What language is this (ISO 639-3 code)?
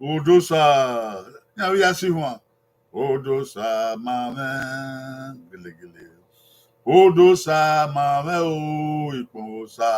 bin